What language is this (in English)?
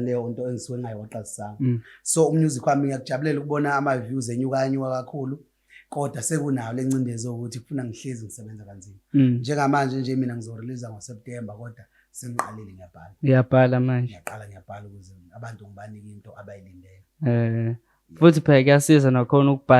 Zulu